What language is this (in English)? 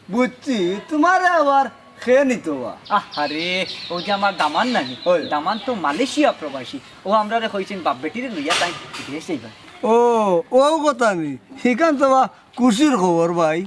Sylheti